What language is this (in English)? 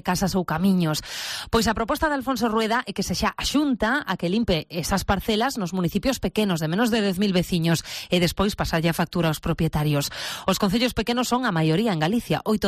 Galician